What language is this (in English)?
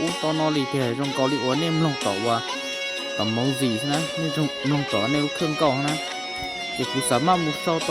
Hmong